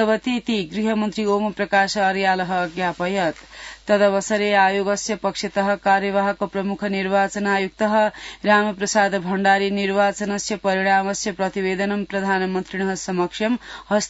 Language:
Sanskrit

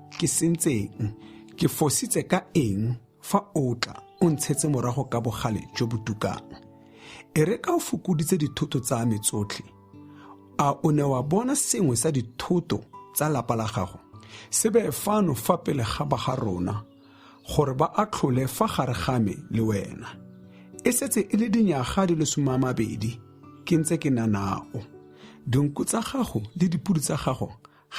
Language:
Tswana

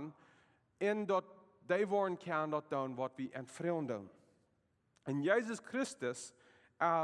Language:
Plautdietsch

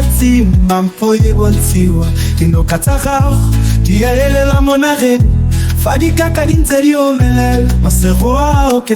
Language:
Tswana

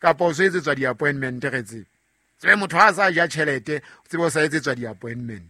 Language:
Southern Sotho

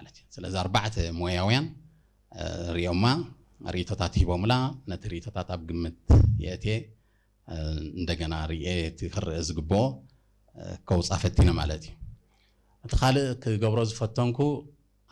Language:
Tigrinya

